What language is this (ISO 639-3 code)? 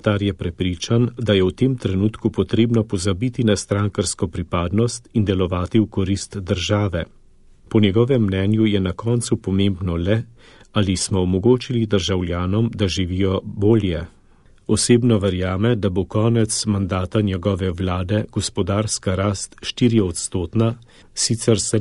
slv